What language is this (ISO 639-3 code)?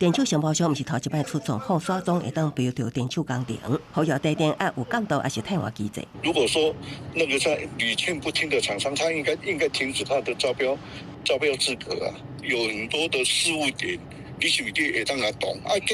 nan